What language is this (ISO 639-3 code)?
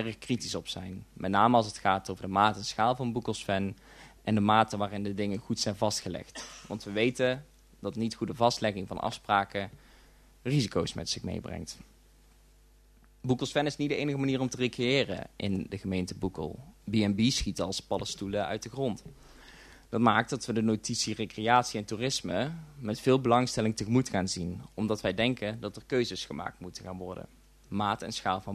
nld